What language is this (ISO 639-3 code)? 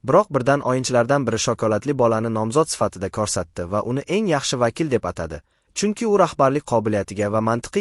uzb